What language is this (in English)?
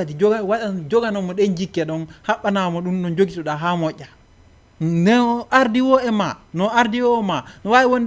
Fula